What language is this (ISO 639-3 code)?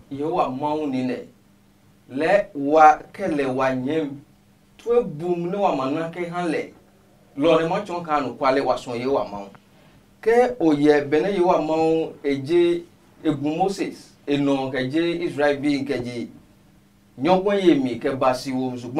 ada